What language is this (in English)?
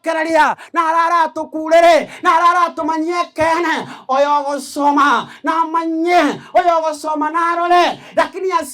Gusii